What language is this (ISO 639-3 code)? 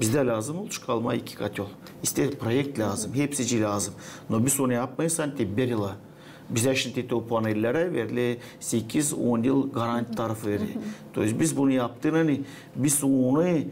gag